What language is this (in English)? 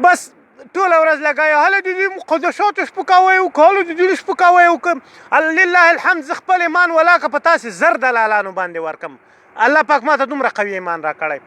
Pashto